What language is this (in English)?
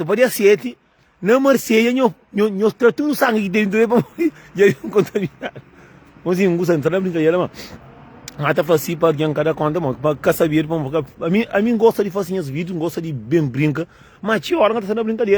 Kabuverdianu